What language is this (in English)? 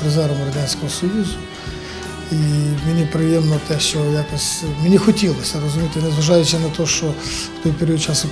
Ukrainian